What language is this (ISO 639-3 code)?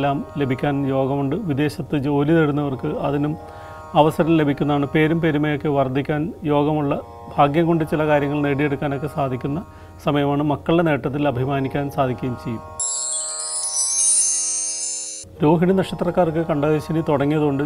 mal